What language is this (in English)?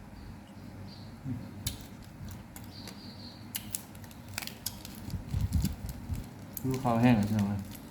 Lao